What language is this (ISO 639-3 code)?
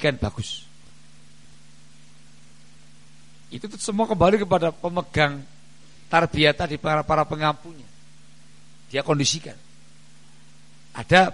ind